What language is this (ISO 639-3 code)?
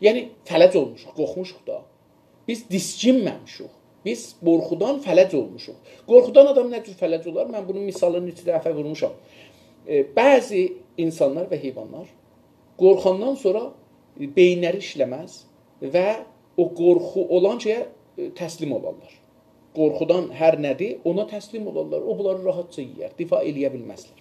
azb